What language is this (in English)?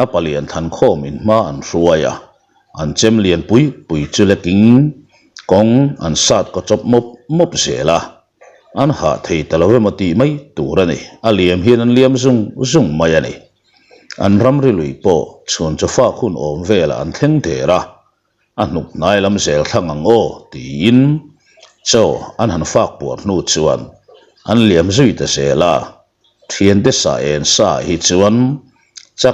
Mizo